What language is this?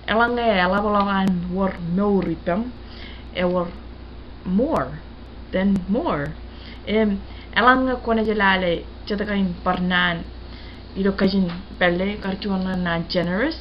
Marshallese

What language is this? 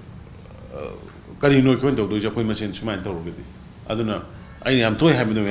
Manipuri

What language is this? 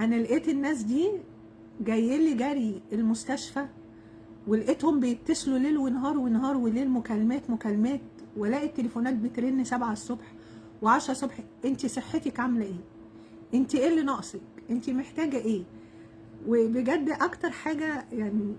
Egyptian Arabic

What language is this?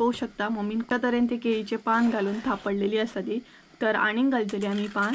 Konkani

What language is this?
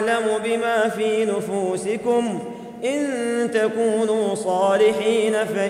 Arabic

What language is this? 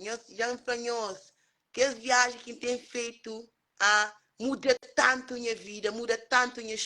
Kabuverdianu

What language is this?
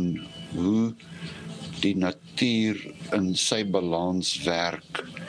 Afrikaans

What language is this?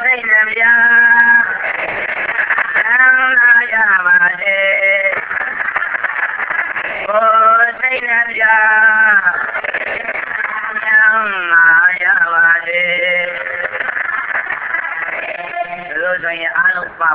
Burmese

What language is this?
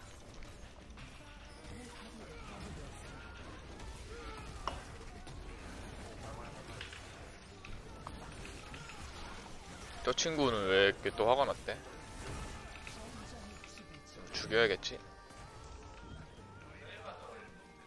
Korean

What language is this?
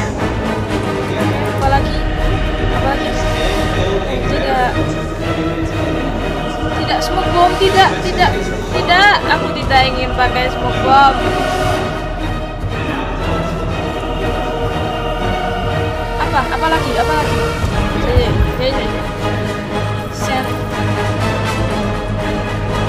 Indonesian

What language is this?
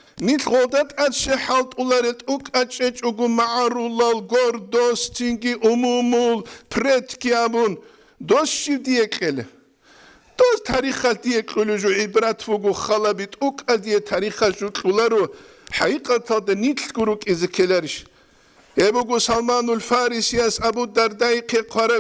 Avaric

